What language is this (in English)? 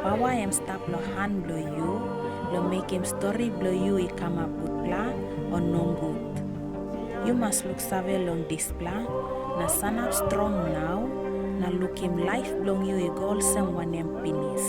Tok Pisin